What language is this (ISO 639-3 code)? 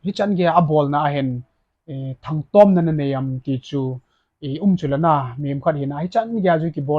tcz